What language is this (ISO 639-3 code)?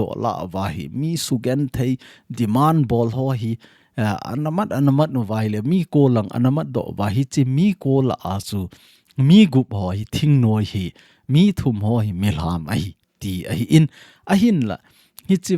tcz